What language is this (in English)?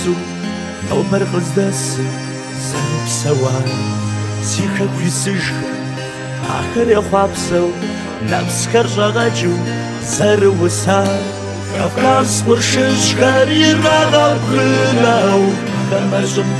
Kabardian